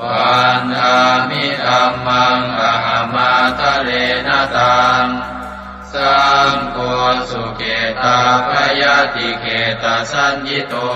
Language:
Pali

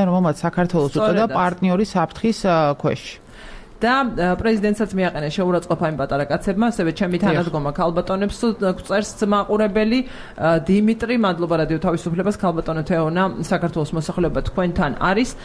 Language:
Georgian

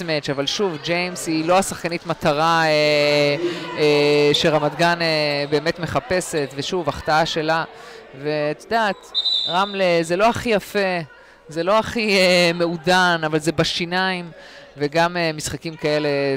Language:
Hebrew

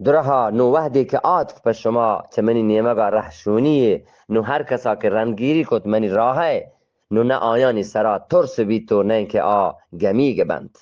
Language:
Eastern Balochi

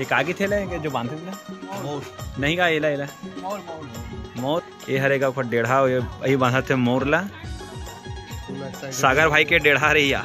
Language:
Chhattisgarhi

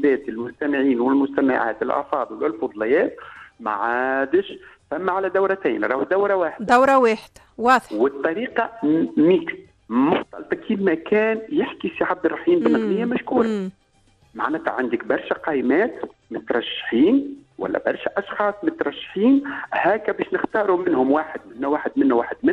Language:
Tunisian Arabic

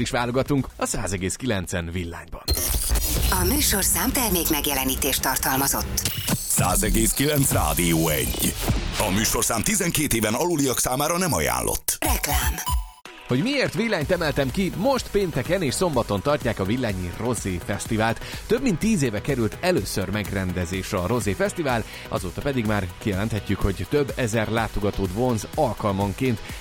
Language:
Hungarian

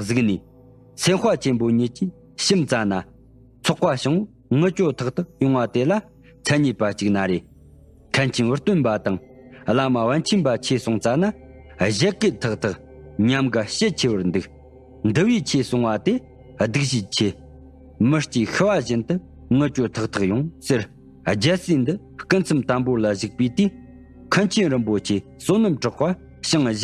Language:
Tibetan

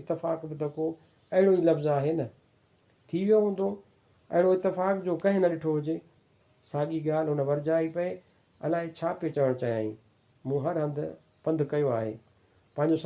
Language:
Sindhi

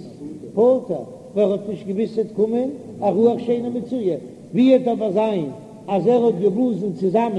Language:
Yiddish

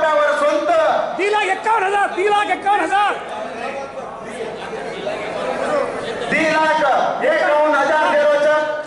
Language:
Lambadi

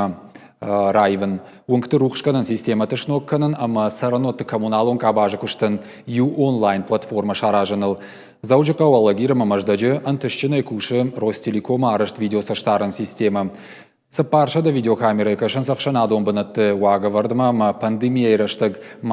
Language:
Ossetic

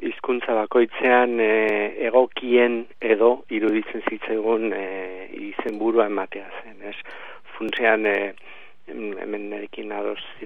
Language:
Basque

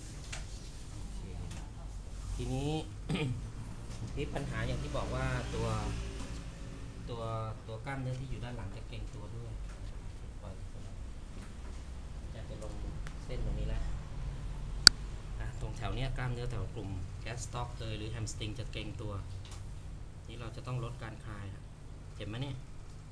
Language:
Thai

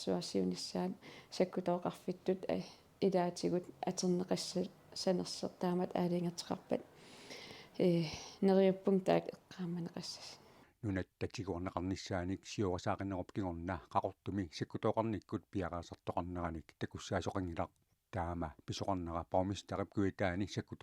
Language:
Kalaallisut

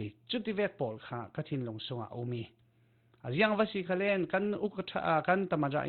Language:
Falam Chin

